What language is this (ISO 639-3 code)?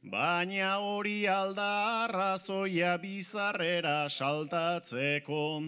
eus